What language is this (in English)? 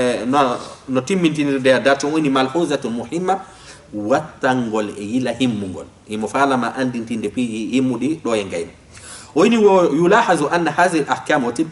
Fula